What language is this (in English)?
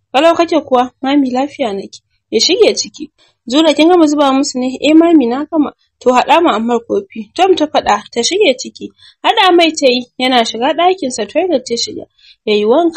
Hausa